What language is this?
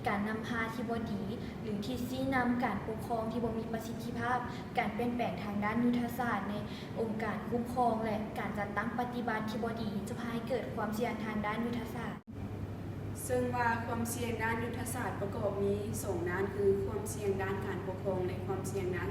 Lao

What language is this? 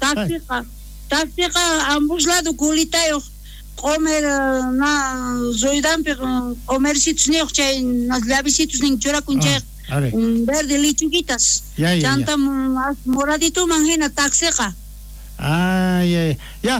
South Bolivian Quechua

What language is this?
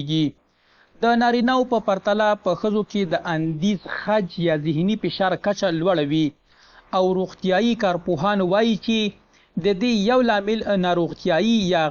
Pashto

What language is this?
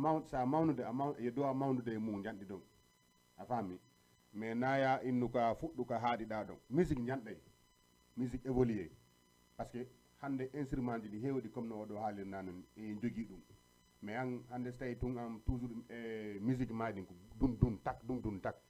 Fula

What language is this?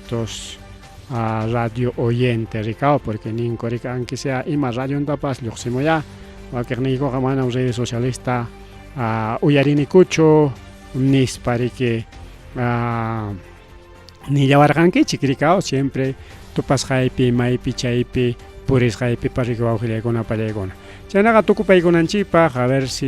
Ayacucho Quechua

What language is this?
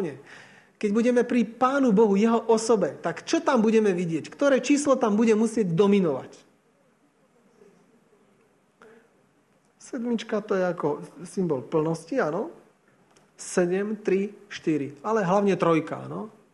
Slovak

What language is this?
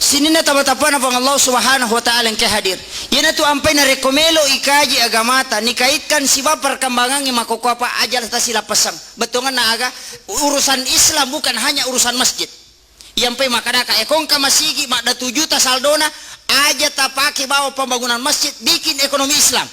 Buginese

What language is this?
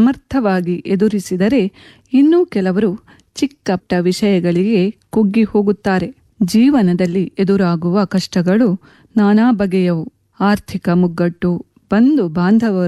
Kannada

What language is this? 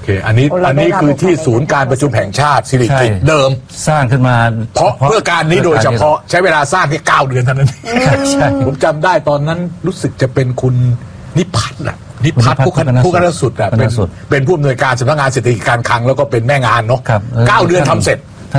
Thai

